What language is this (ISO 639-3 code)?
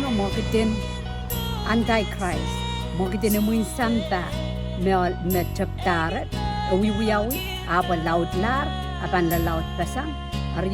pon